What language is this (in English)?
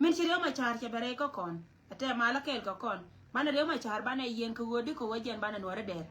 Nuer